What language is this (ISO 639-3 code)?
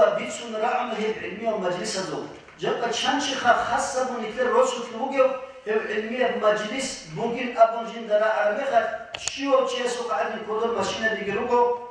ava